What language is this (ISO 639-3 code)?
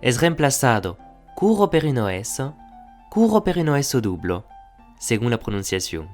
oci